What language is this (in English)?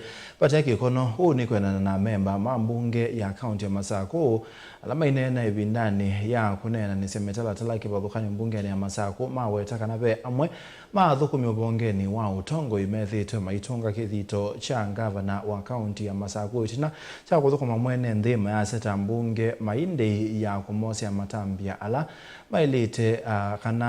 Kamba